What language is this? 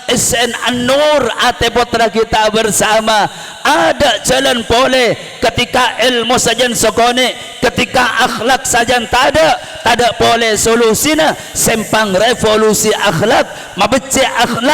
Madurese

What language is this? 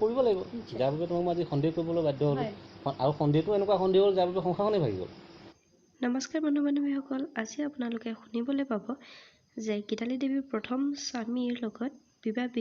Assamese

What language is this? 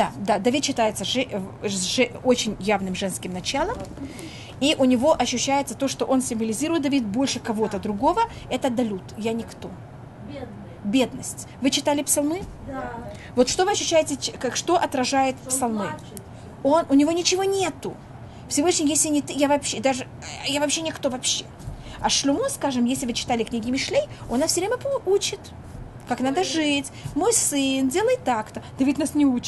Russian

